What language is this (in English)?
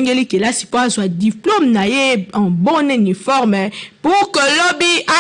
Lingala